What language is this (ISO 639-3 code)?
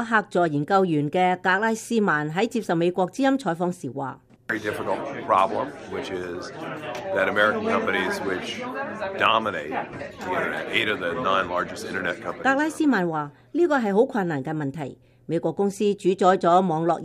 yue